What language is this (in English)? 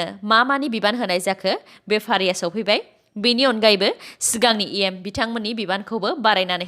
Bodo